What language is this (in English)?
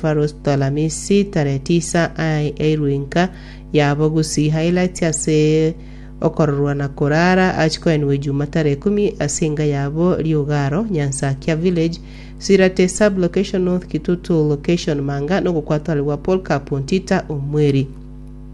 Gusii